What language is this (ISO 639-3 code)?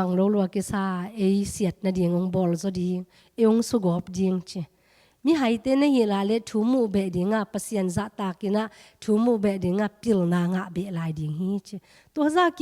ctd